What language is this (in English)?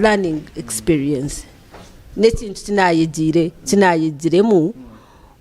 Nyankole